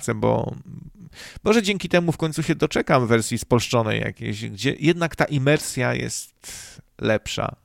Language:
Polish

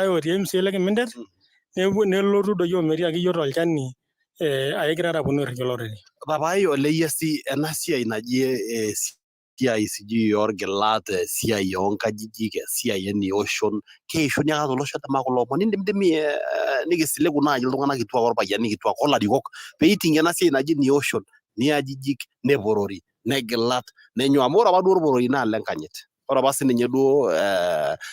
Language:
Masai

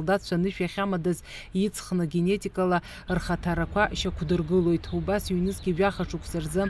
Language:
Abkhazian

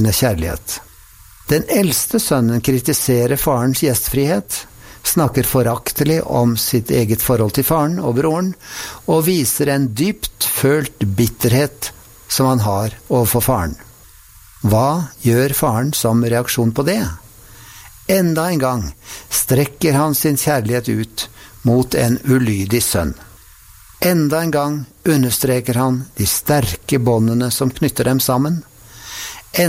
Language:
Norwegian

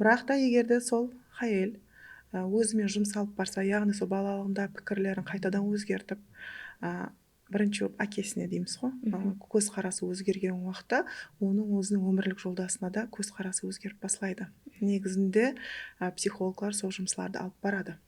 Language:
Kara-Kalpak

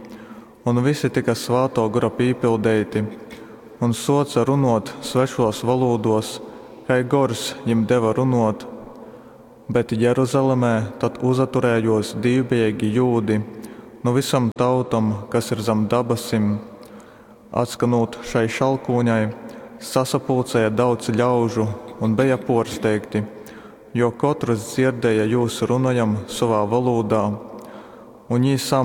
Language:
Latgalian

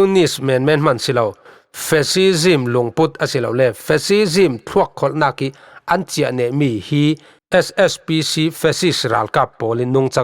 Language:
Falam Chin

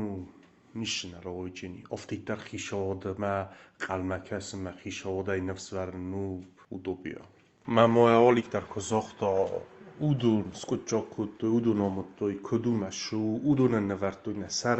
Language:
Ossetic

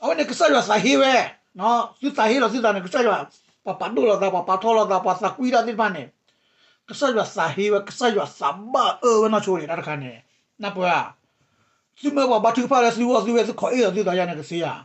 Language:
S'gaw Karen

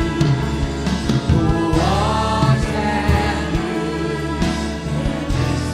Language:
Hiligaynon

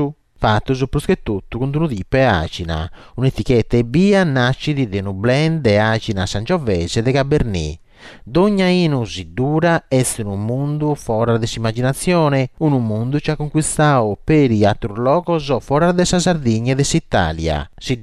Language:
Sardinian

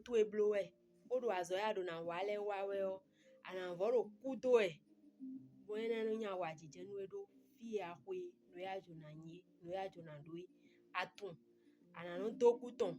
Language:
Fon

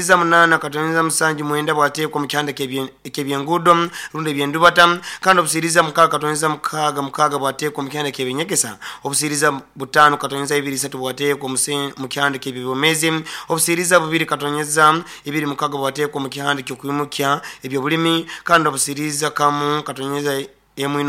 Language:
Nyoro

